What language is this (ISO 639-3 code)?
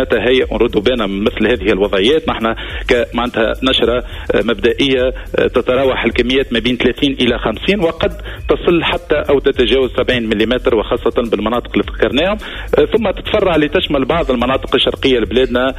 aeb